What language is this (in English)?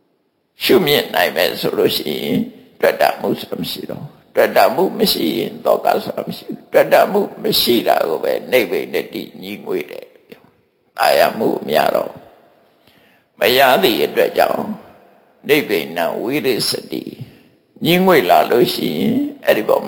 Burmese